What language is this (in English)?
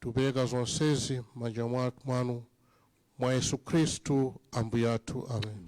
Nyanja